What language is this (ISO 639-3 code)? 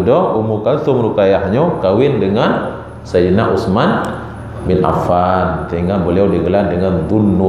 ace